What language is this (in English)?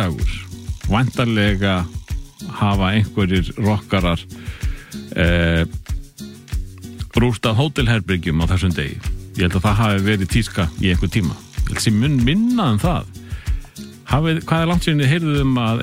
Icelandic